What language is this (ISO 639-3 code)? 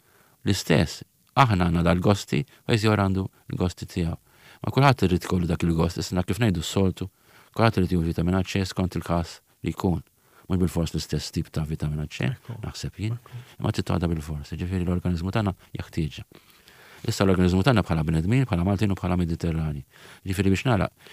mlt